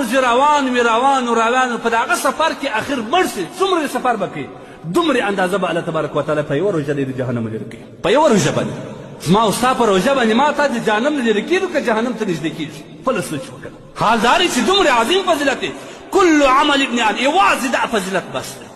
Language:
Pashto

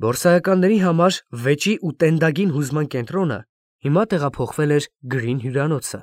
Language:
Armenian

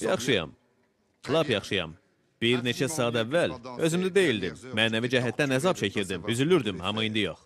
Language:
Azerbaijani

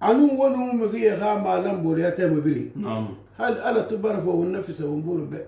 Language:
Susu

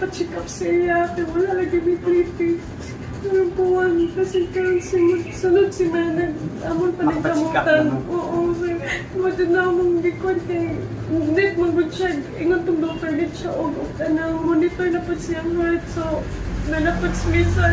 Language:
Cebuano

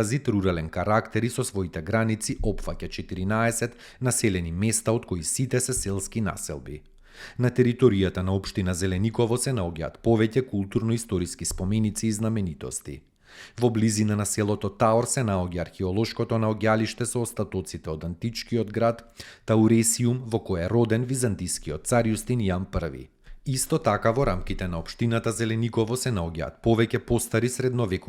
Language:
Macedonian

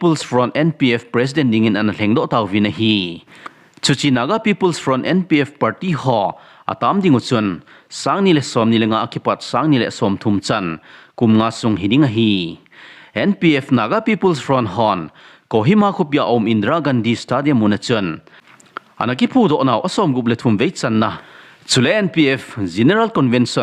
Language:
Thado Chin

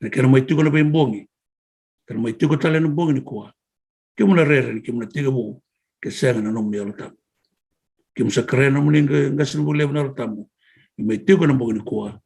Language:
Fijian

